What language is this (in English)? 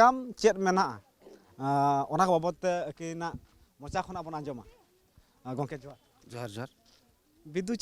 Santali